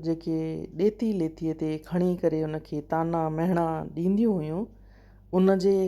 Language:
Sindhi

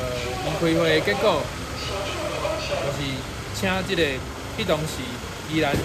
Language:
Min Nan Chinese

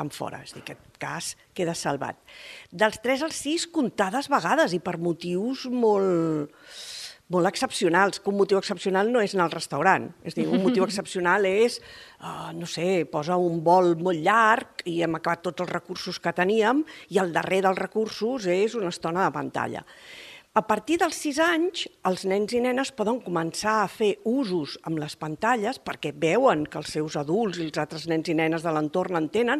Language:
Catalan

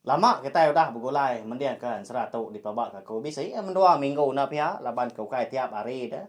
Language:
Iban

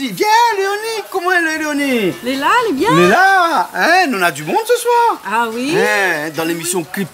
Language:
Réunion Creole French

